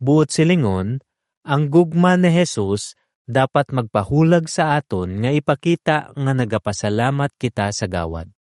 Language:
Hiligaynon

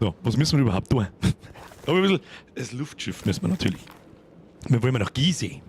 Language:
Bavarian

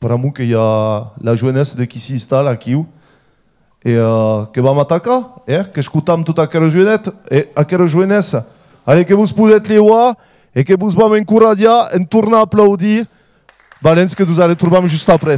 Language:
Occitan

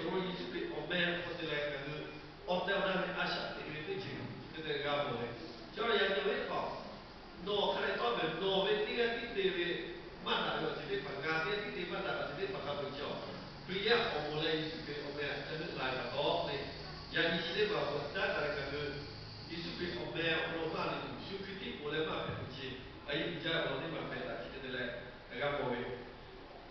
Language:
Lahu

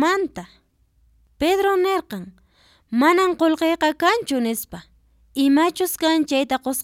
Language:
Quechua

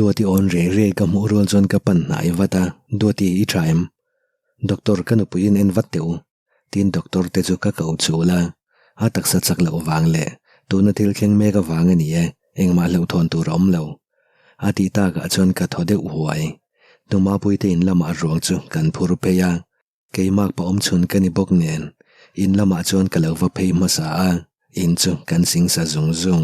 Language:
Mizo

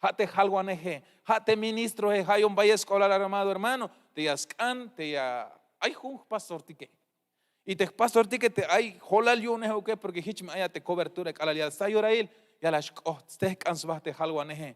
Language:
Tzeltal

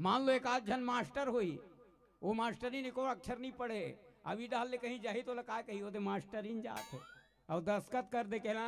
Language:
Chhattisgarhi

